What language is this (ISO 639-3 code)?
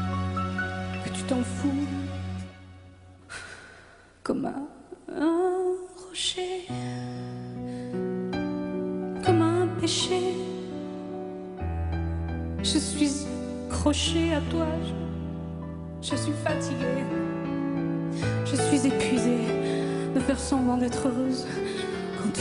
fra